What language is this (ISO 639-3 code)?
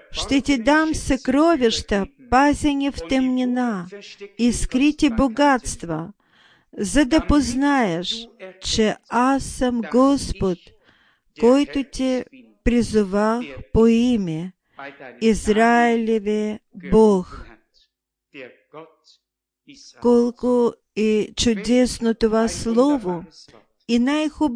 bul